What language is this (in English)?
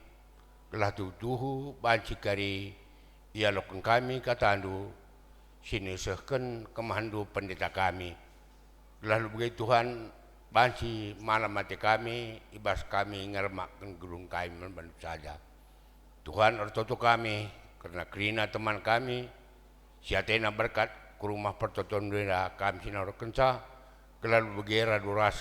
Batak Karo